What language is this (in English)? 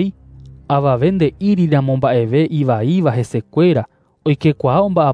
Guarani